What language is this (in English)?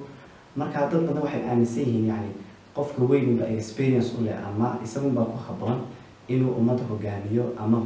Somali